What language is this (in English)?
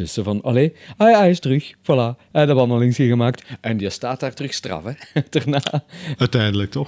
Dutch